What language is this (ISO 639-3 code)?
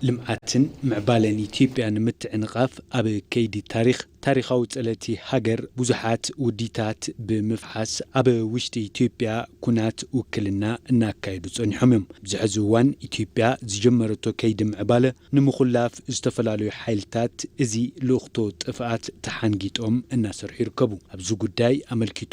tir